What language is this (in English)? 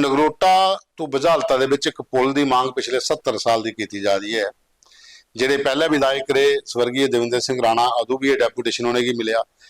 Dogri